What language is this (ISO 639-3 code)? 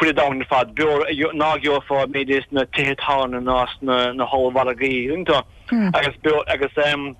gle